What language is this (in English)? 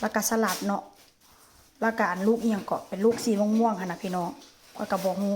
Lao